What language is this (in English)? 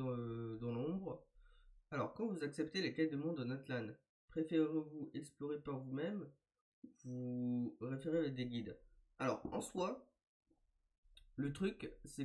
French